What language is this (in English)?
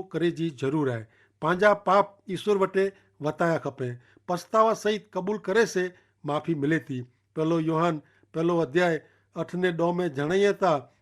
Kachhi